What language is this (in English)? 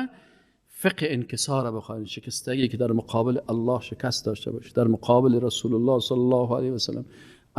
Persian